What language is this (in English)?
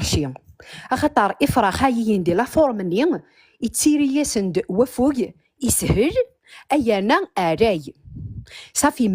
Kabyle